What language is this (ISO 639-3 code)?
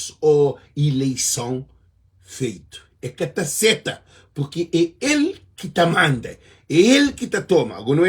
kea